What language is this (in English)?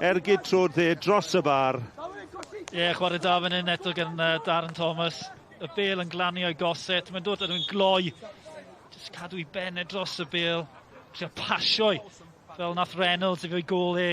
Welsh